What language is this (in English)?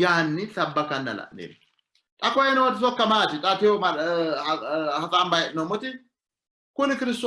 Sidamo